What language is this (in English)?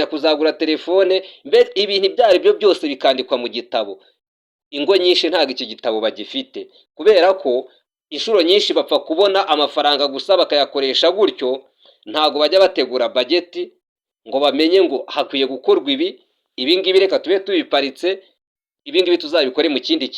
Kinyarwanda